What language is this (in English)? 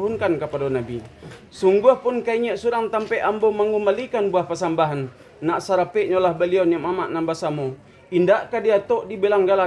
Minangkabau